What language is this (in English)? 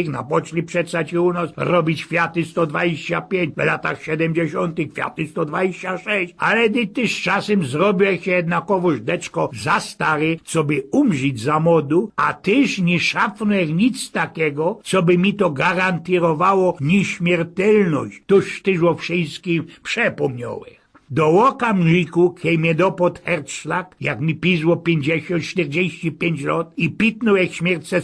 Silesian